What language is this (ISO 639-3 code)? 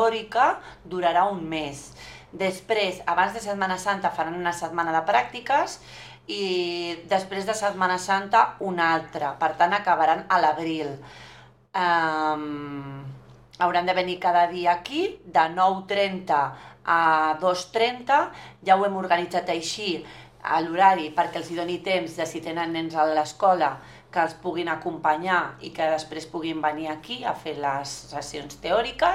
cat